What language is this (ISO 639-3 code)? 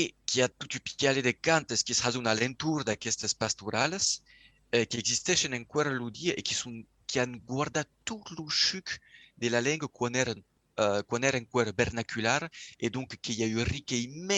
oci